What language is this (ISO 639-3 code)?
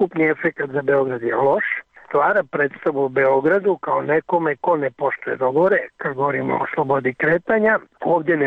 srp